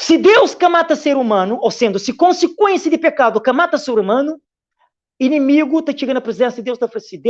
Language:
Kabuverdianu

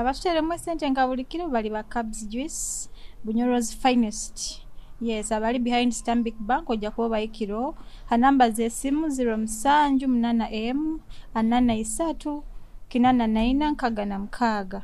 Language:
Nyoro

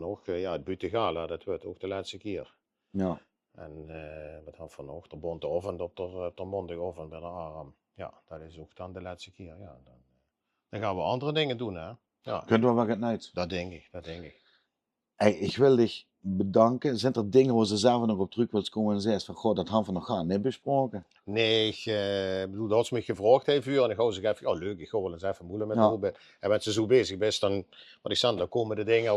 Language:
Limburgish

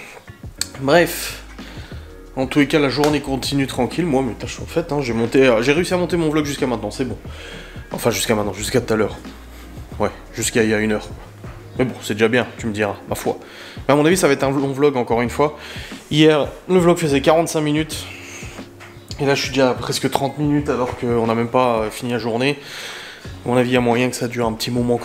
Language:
French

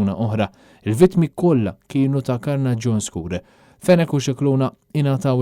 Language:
Maltese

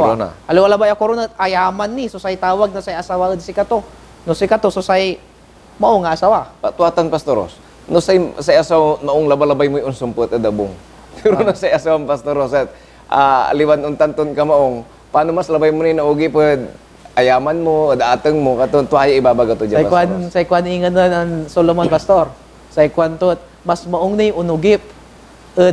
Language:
Pangasinan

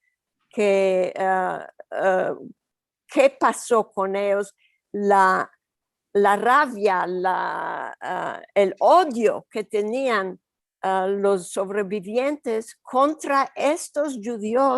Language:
Ladino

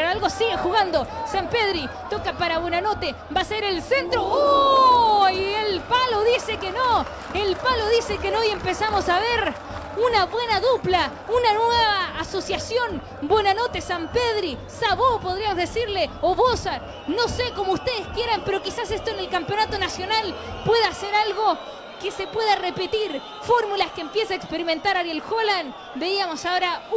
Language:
Spanish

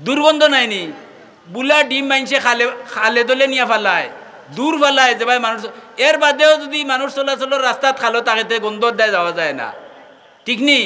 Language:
Sylheti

